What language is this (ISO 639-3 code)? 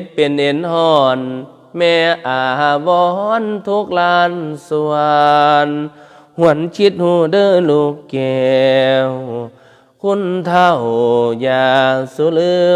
tts